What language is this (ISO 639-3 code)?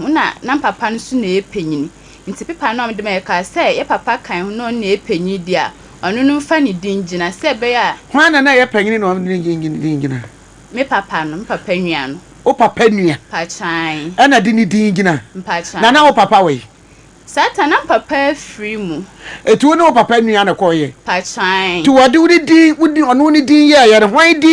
aka